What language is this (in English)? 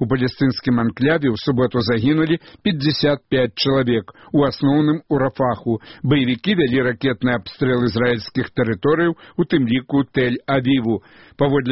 Belarusian